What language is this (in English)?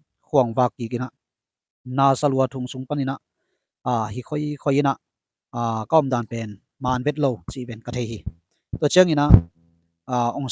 Tedim Chin